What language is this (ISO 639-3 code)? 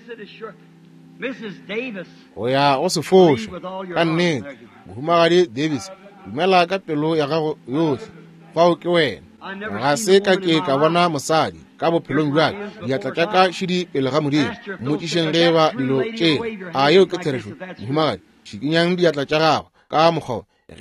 nso